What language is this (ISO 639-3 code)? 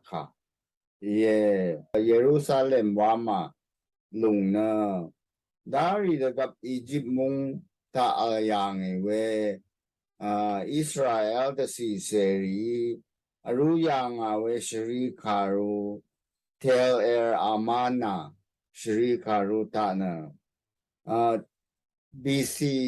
raw